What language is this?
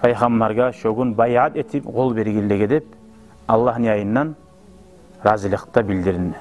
Kumyk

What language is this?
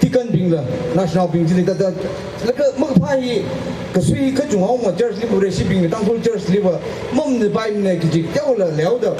Tangkhul Naga (India)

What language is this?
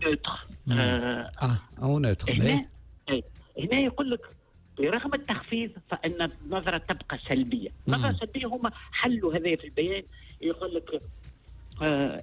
Tunisian Arabic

